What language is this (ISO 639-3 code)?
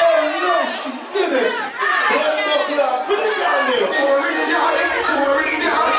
jam